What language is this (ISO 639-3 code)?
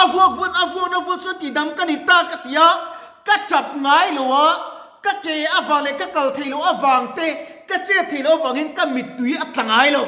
lus